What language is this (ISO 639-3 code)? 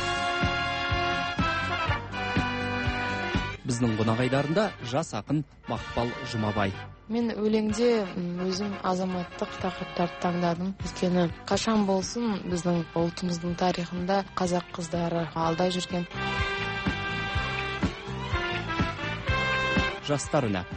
kaz